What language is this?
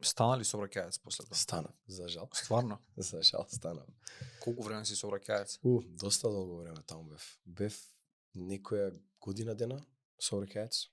Macedonian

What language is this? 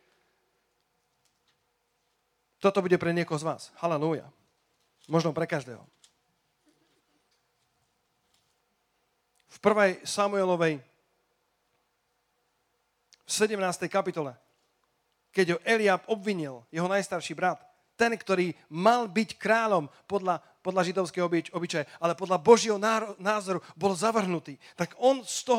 Slovak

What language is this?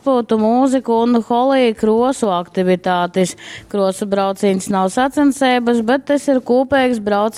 Latgalian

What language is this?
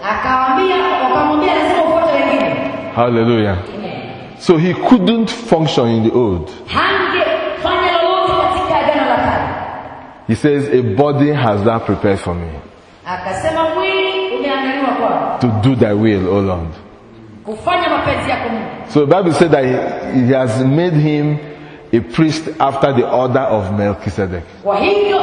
Swahili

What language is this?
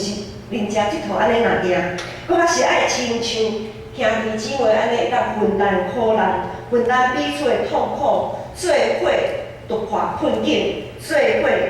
Min Nan Chinese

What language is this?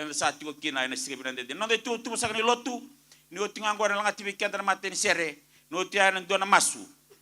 Fijian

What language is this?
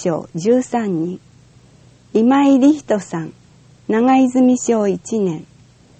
Japanese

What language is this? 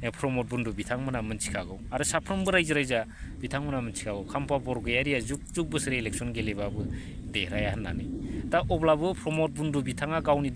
Bodo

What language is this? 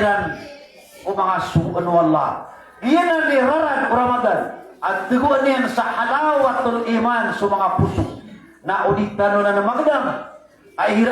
Maranao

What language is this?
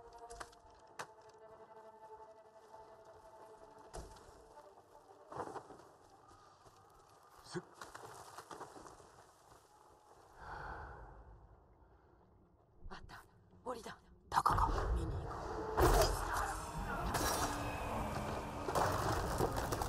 Japanese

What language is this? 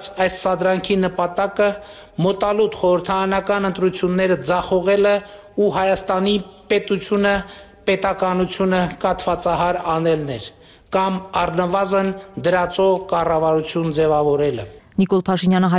Armenian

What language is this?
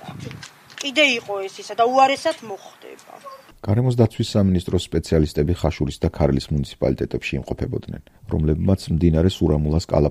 Georgian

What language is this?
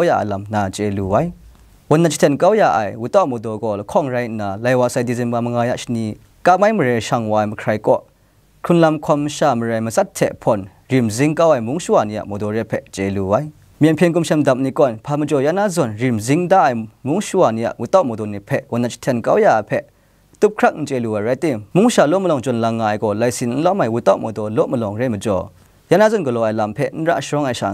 Kachin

